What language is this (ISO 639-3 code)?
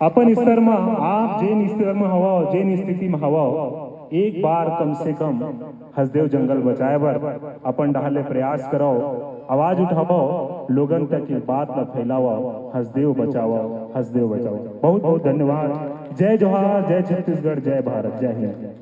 hne